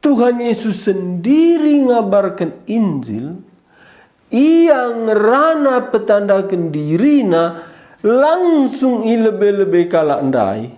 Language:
Batak Karo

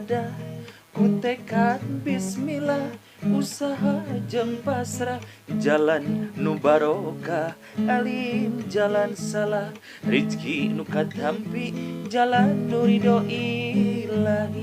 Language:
Sundanese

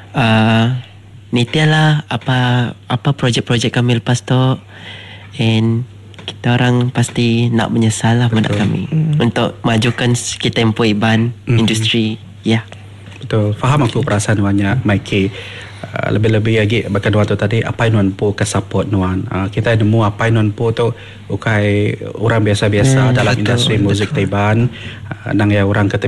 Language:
Iban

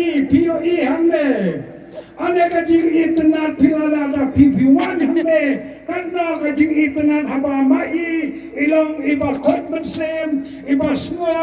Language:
Khasi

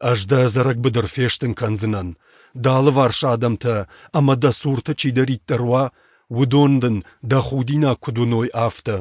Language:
Ossetic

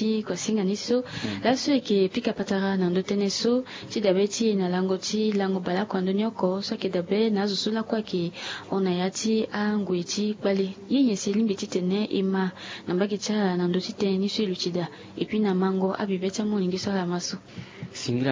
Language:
Sango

